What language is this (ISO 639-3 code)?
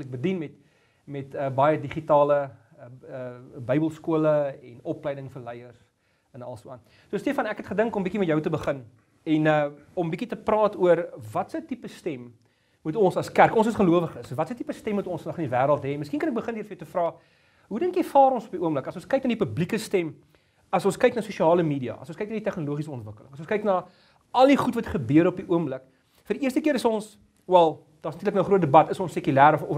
afr